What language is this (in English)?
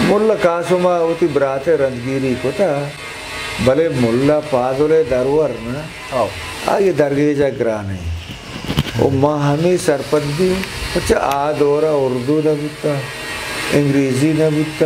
Eastern Balochi